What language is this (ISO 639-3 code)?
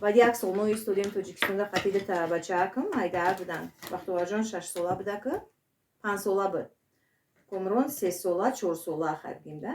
tgk